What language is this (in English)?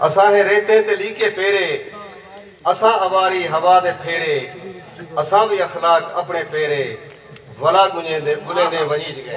Saraiki